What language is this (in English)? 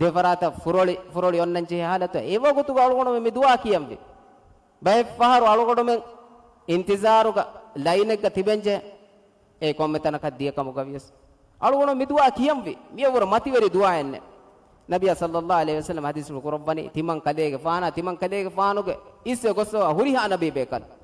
Divehi